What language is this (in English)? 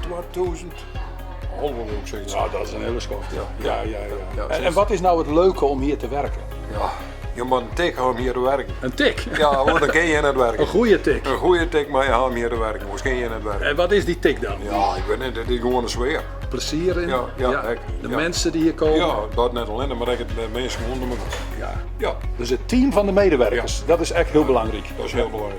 Western Frisian